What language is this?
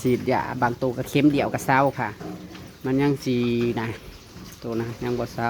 Northeastern Thai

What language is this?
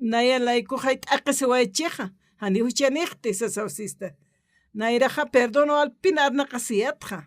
Aymara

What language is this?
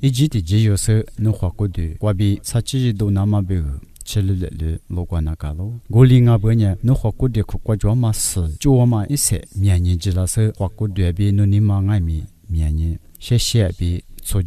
Lisu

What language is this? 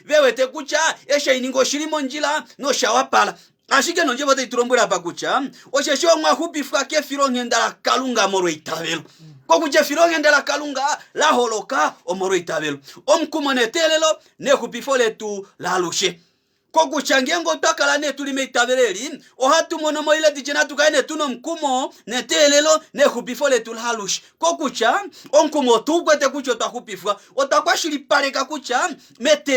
Kuanyama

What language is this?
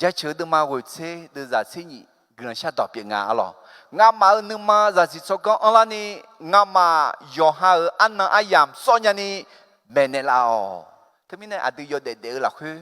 Akha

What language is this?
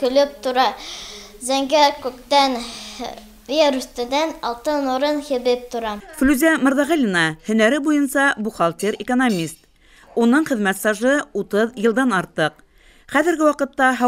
Bashkir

